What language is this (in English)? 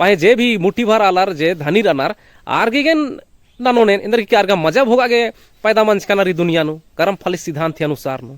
Kurukh